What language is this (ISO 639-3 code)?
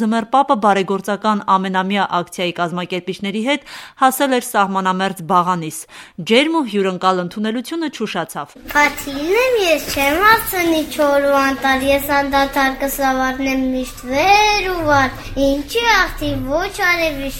hye